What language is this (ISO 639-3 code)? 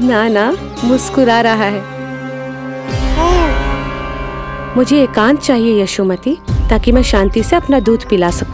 hin